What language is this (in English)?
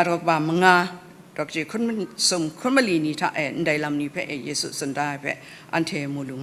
Kachin